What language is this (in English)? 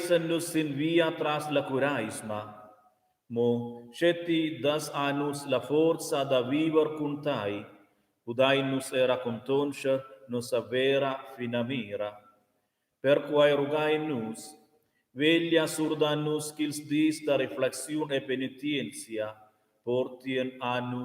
Romansh